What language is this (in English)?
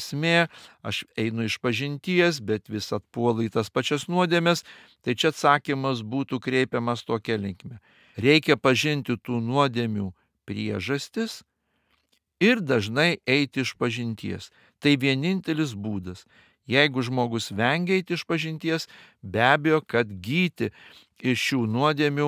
Lithuanian